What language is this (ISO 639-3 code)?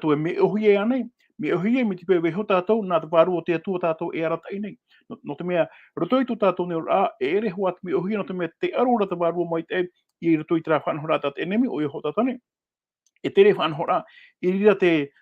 tah